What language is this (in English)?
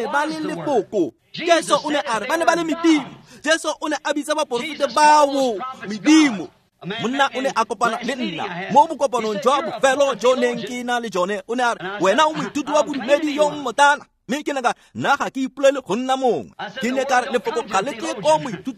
Tswana